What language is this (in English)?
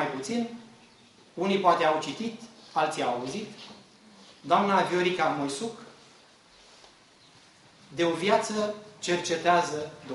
Romanian